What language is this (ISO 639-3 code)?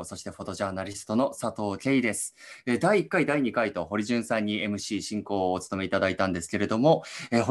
jpn